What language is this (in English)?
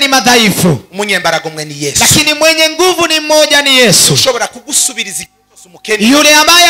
Kinyarwanda